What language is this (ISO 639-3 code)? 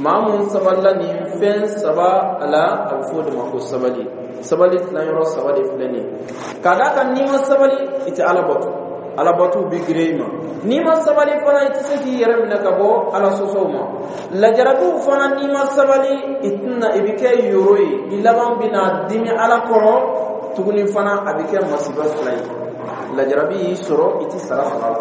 dyu